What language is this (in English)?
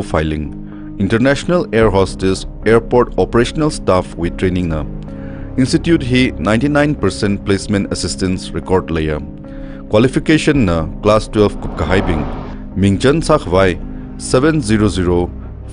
Tangkhul Naga (India)